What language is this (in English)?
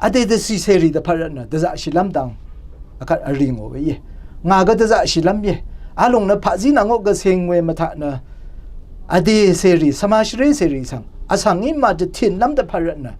Rawang